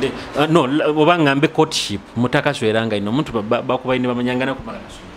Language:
Nyoro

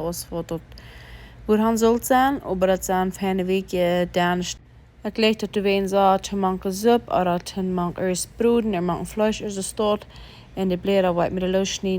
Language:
Plautdietsch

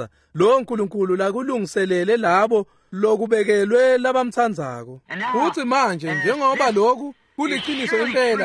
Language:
Swati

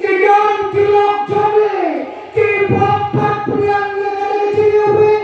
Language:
Khasi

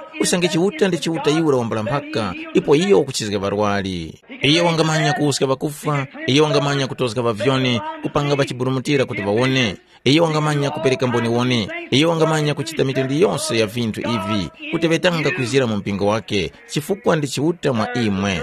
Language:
Tumbuka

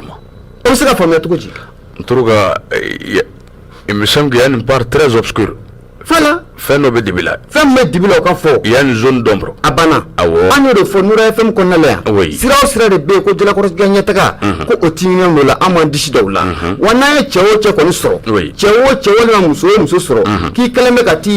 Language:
Bambara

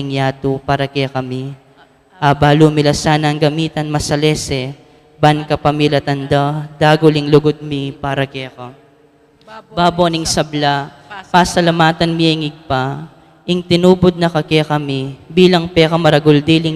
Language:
Pampanga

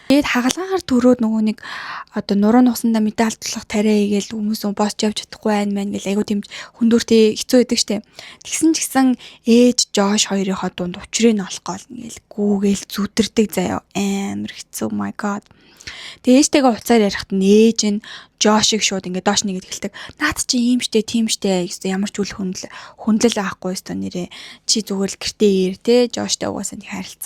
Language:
Mongolian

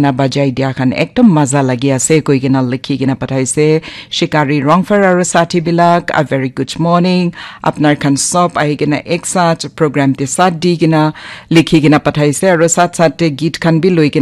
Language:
Naga Pidgin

